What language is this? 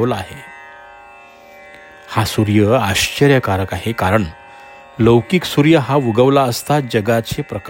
Marathi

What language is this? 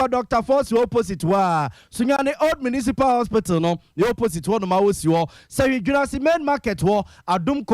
Akan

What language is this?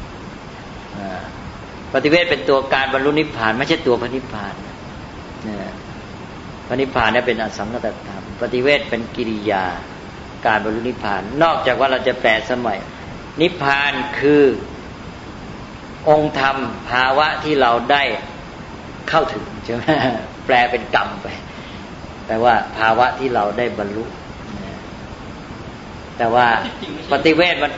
Thai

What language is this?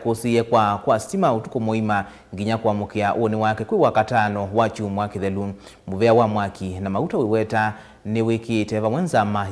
Kamba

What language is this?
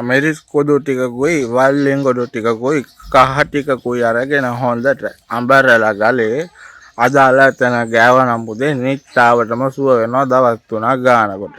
Sinhala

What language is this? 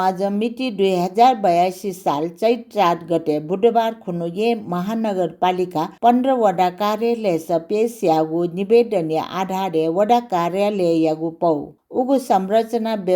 Newari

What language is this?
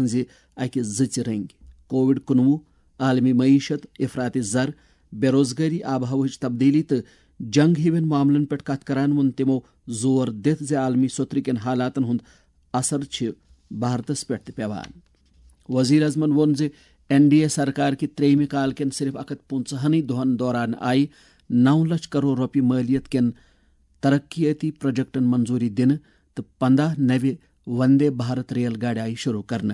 Kashmiri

